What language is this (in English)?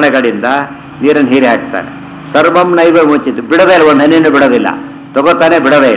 Kannada